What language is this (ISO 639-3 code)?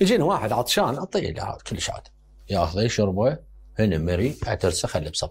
acm